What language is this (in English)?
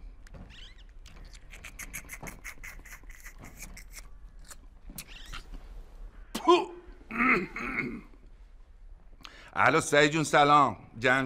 Persian